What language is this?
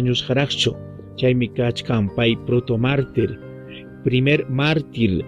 Ayacucho Quechua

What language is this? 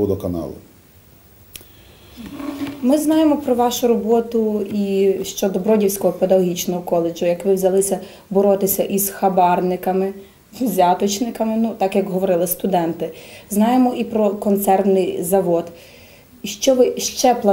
Ukrainian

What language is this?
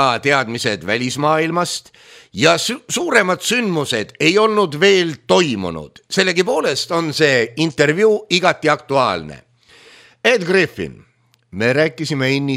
Estonian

